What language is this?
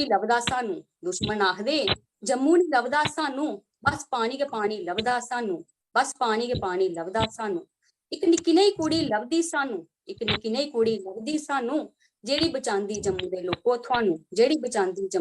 Dogri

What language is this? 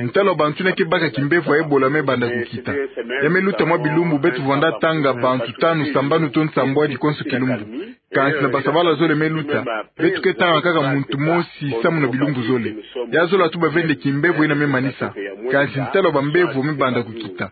Kituba (Democratic Republic of Congo)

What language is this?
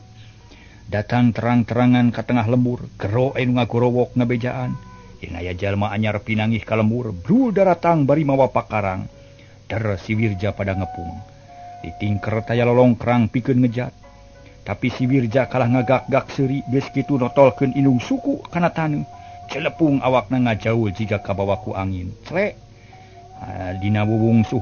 Sundanese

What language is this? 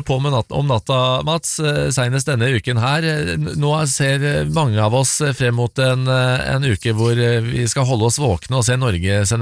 Norwegian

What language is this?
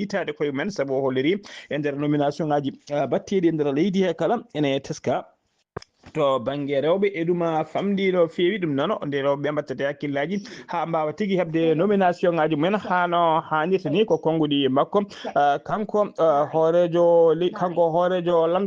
Fula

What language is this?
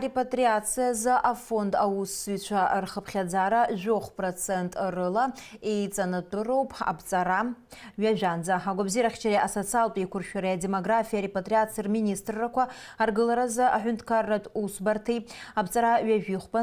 Abkhazian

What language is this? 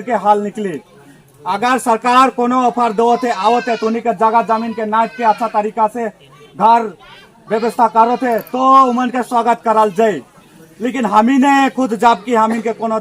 Sadri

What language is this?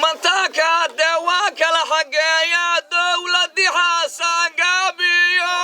Somali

